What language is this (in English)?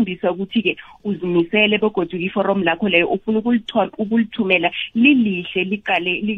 South Ndebele